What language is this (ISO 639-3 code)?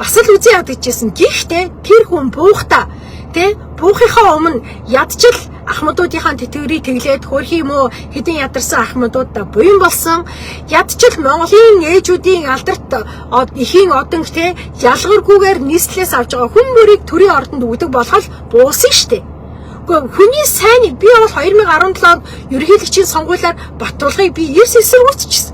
mon